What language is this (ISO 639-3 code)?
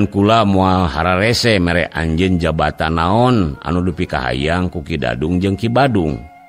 sun